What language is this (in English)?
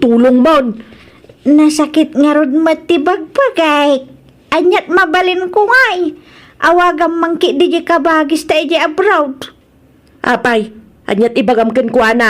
Iloko